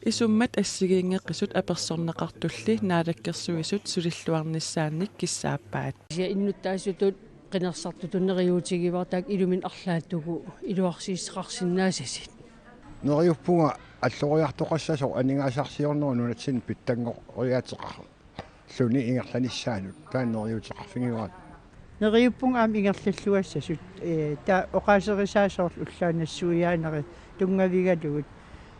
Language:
Kalaallisut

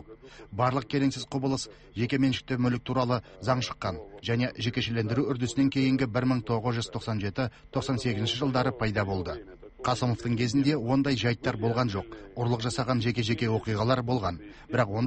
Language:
Kazakh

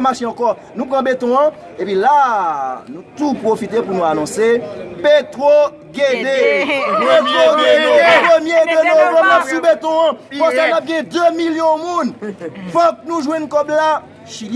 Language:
Haitian Creole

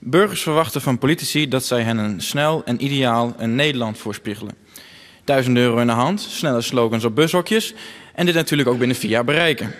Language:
Western Frisian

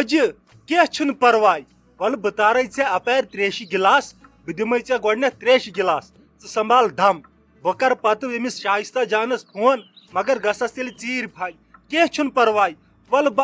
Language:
Kashmiri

